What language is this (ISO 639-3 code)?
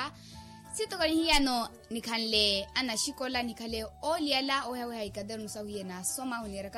vmw